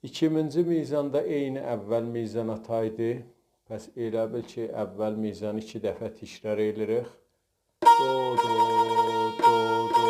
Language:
South Azerbaijani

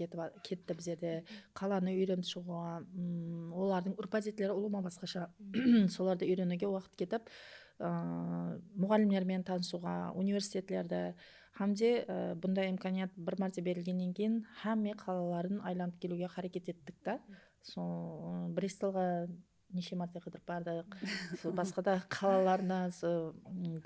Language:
Kara-Kalpak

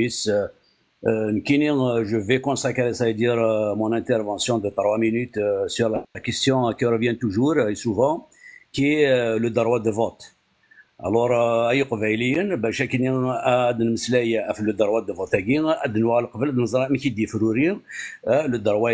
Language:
Kabyle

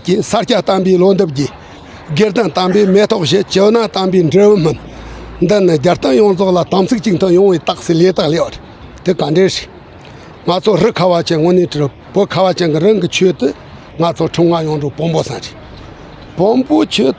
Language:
Tibetan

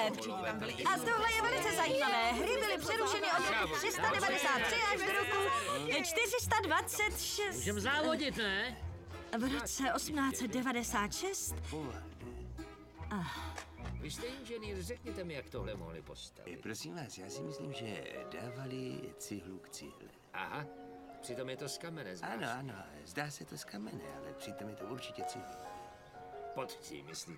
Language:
Czech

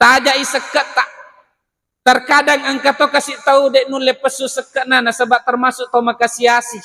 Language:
Buginese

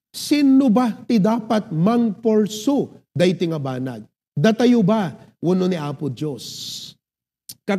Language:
Iloko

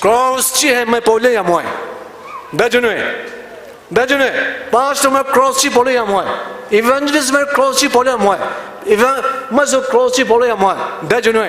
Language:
Poumei Naga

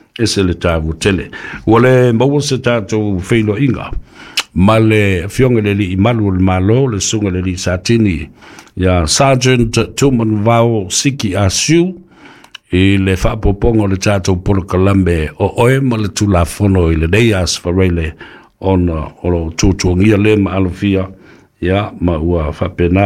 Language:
Samoan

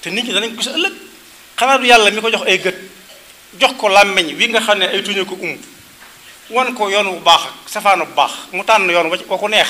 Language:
Wolof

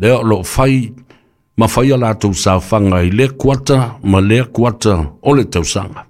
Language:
Samoan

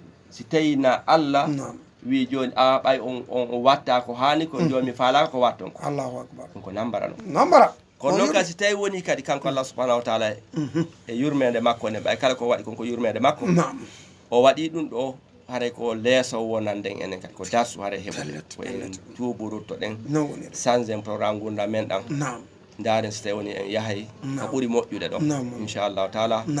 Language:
Fula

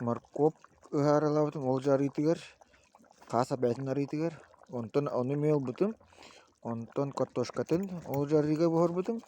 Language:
Yakut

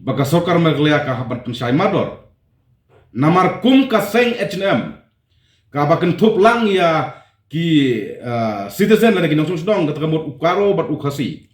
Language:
Khasi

